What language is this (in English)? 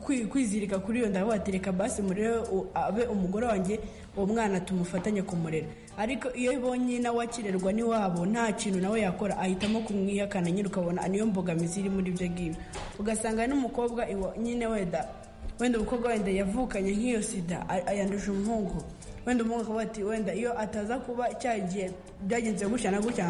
Kinyarwanda